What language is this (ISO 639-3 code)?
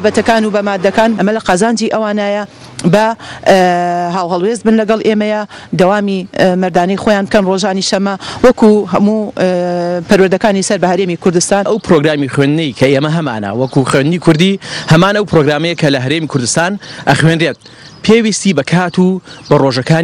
ckb